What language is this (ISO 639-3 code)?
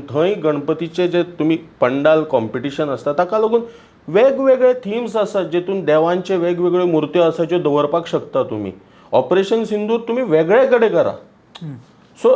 kok